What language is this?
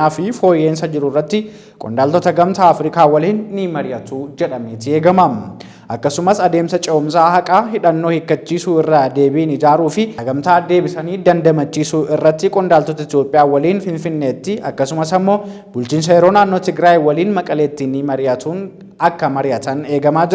Oromo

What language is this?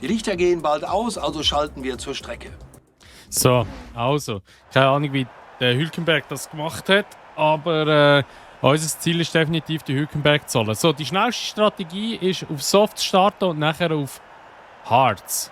Swiss German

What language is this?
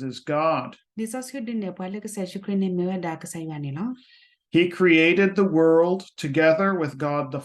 S'gaw Karen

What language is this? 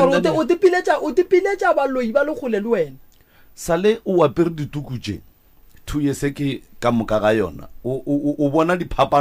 Northern Sotho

